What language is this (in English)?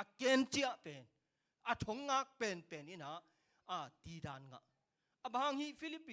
Tedim Chin